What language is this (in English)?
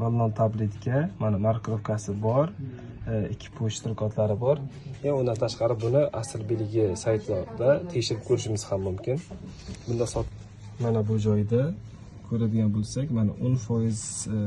Uzbek